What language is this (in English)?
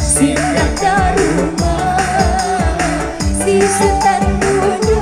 Minangkabau